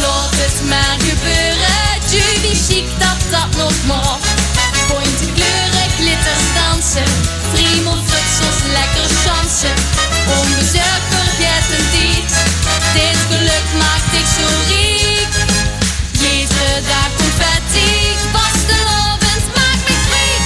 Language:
Limburgish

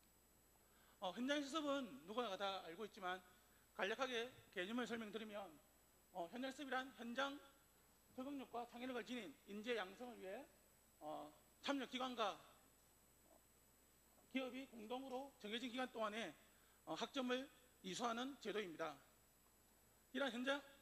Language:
Korean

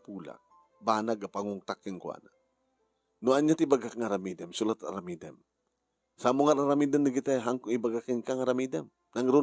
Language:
Iloko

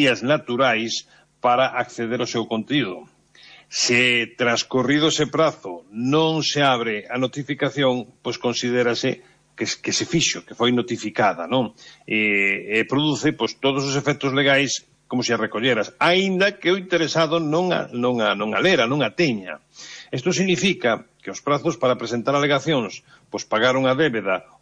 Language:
Galician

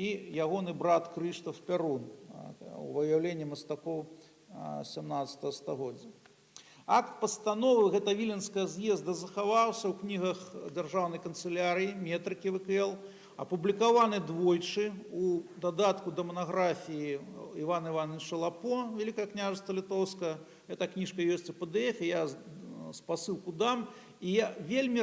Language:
Belarusian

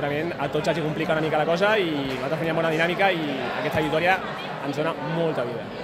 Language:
Catalan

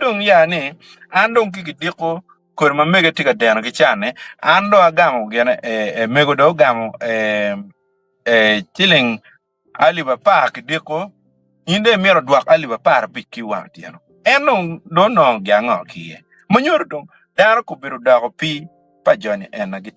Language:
Acoli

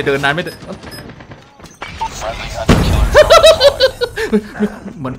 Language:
Thai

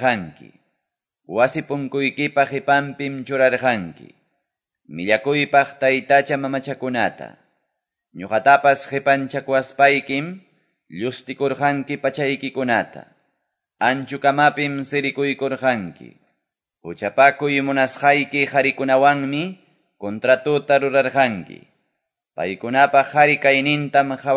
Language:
Quechua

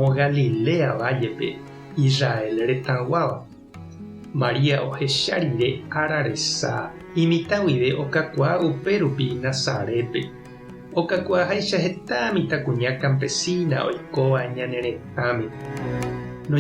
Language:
Guarani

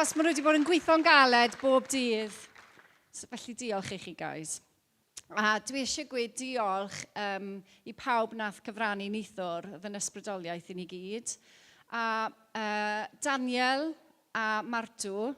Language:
Welsh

